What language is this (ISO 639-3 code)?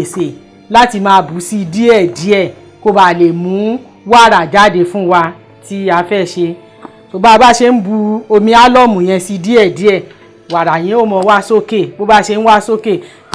yor